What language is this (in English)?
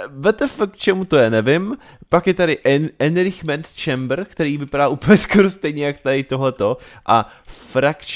Czech